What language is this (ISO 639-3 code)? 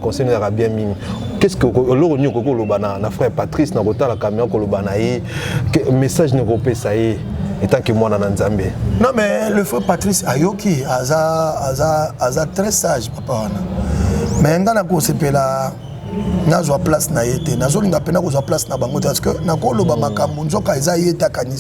lin